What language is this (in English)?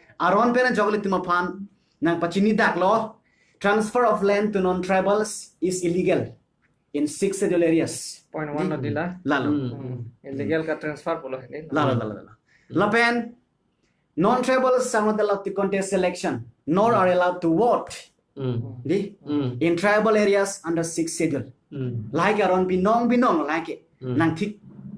Karbi